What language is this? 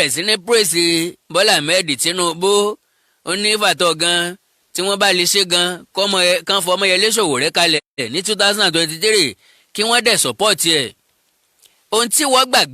Yoruba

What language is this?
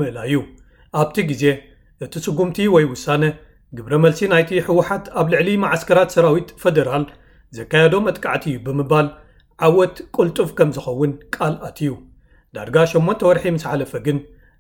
Tigrinya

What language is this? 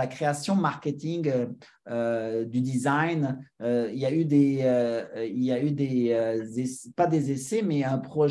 French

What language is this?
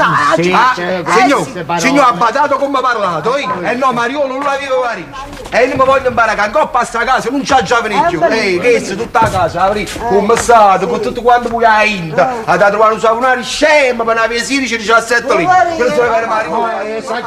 Neapolitan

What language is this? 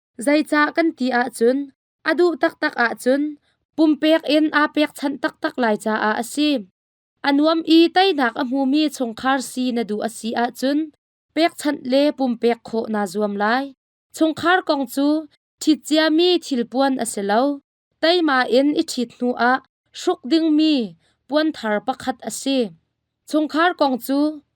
Hakha Chin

